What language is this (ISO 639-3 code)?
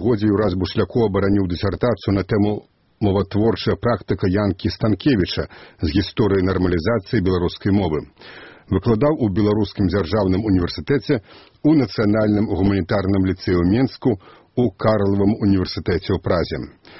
bel